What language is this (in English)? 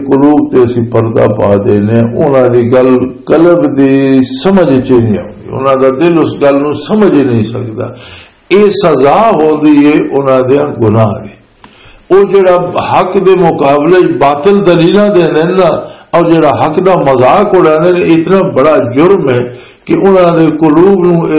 Western Panjabi